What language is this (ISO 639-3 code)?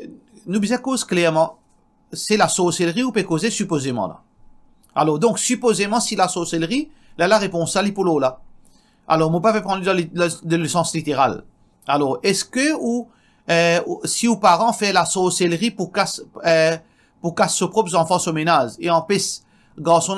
mfe